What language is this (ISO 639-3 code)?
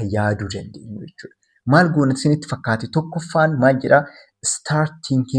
orm